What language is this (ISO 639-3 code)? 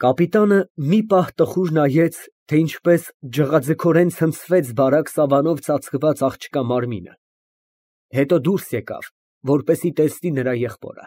hye